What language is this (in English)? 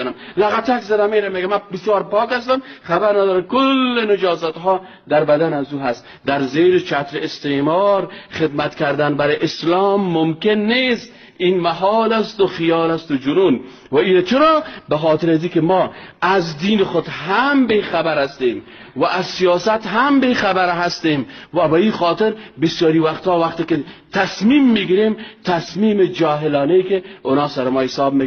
Persian